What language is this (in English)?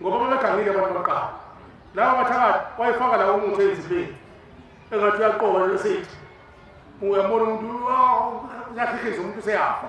Zulu